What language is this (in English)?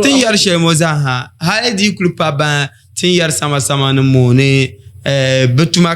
Dagbani